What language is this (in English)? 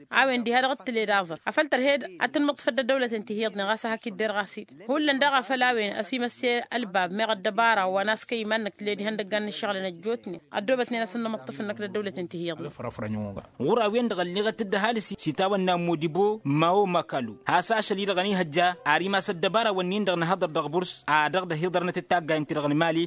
Tamasheq